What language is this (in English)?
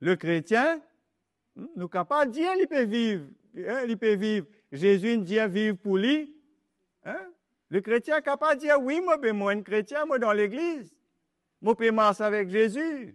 Morisyen